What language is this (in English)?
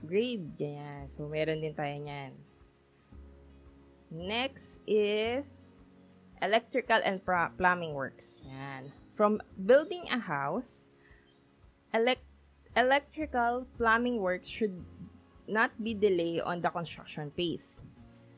Filipino